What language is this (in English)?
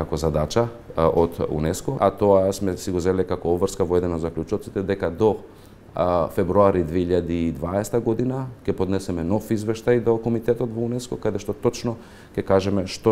Macedonian